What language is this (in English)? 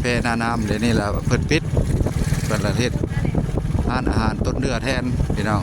Lao